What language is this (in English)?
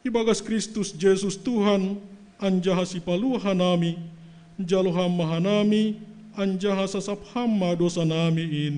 Batak Simalungun